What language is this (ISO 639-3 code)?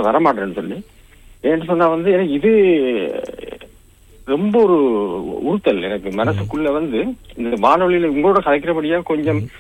tam